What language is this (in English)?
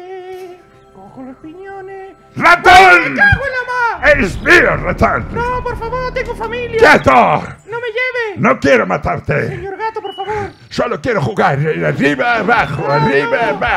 Spanish